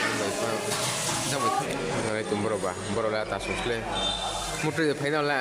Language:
Riang (India)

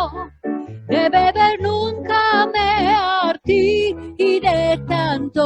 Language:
Ladino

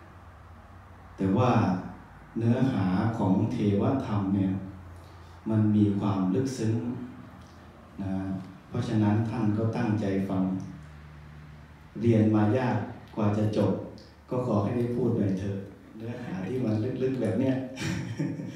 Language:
Thai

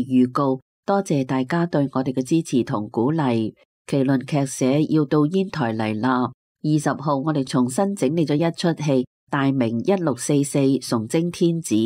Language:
Cantonese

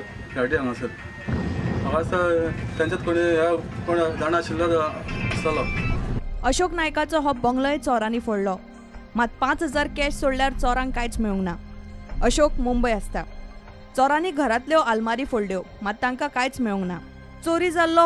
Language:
Konkani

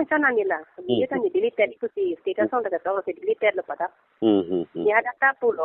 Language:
Karbi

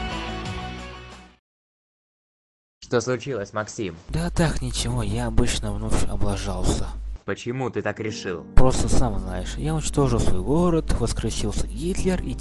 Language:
Russian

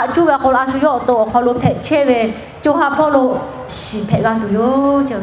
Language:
Lahu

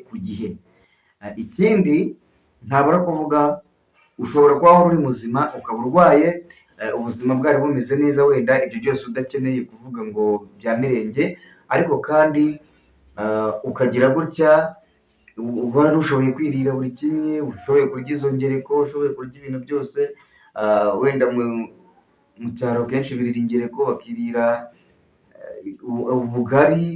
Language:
Kinyarwanda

